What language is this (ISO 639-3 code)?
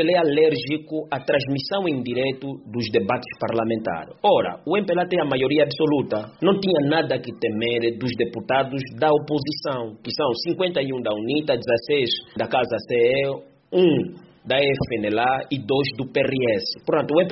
por